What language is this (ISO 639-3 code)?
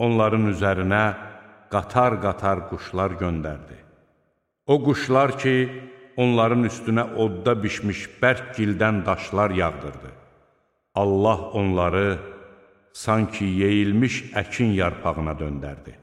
aze